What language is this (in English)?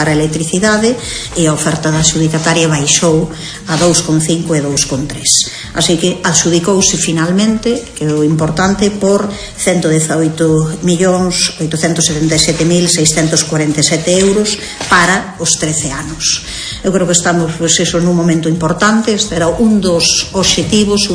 Galician